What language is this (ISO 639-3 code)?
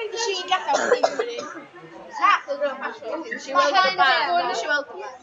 cym